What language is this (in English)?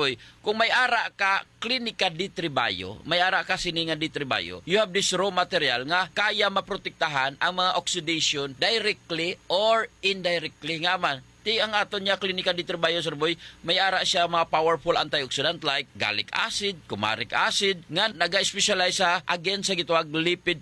Hiligaynon